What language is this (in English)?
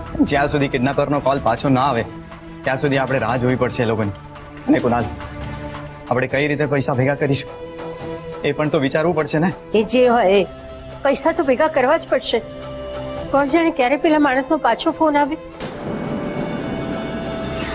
Gujarati